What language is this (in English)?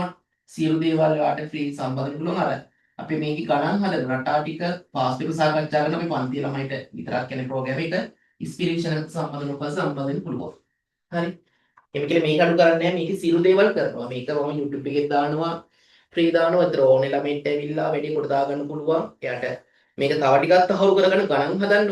Sinhala